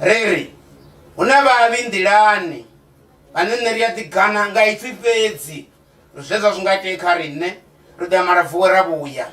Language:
Venda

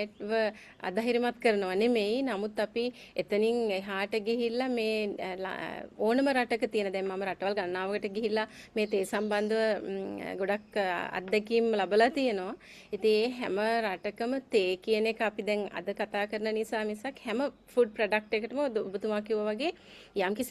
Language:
Sinhala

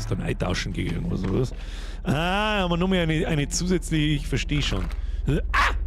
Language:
Bavarian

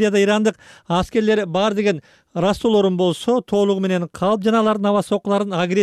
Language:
Kyrgyz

